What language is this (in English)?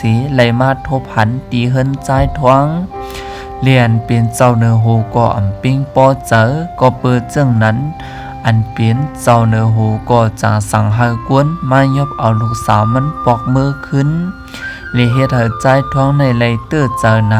Shan